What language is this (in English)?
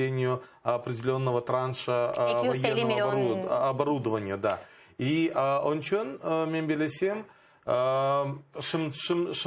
Crimean Tatar